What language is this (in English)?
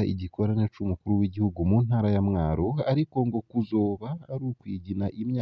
Rundi